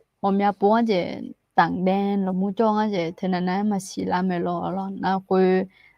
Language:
Akha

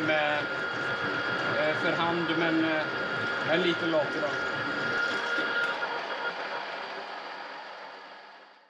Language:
Swedish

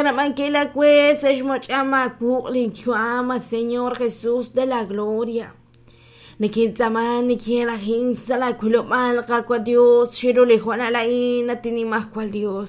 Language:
Kekchí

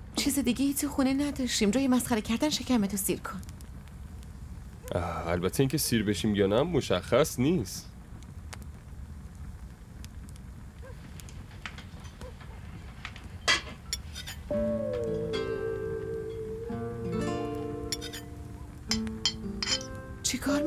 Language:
Persian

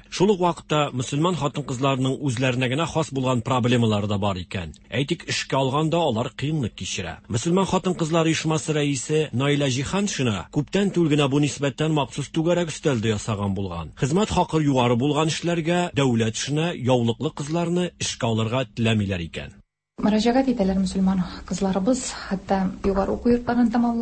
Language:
Tatar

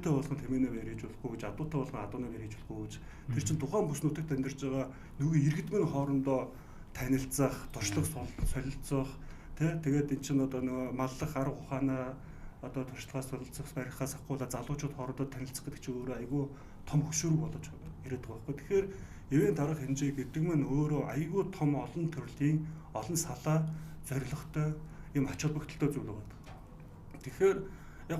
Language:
Mongolian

